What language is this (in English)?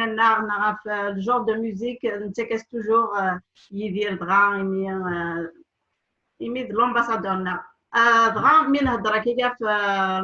Kabyle